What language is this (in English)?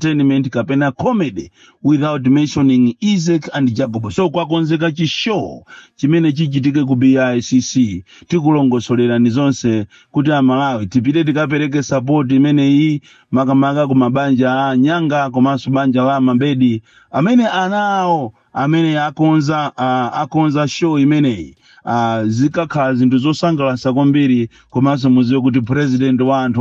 Nyanja